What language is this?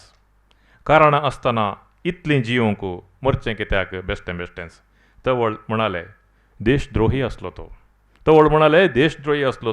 Konkani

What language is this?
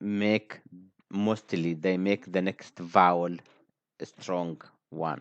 English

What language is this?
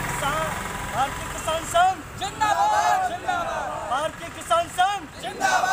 Hindi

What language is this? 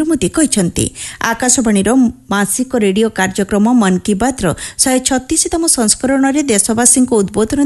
Odia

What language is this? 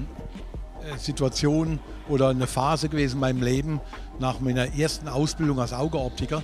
Swiss German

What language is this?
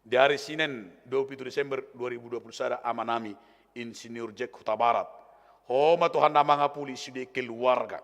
Batak Toba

